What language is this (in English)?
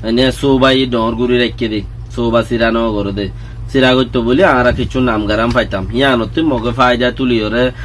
Rohingya